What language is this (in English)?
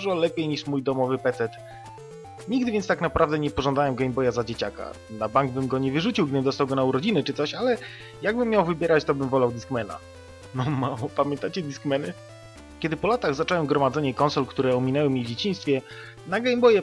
Polish